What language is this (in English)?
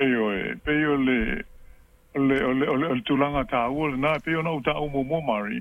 Samoan